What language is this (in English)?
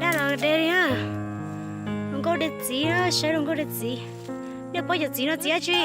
Hmong